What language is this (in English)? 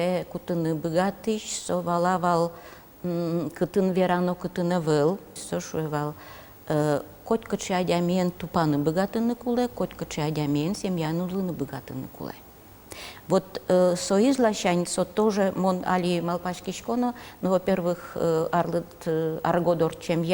Udmurt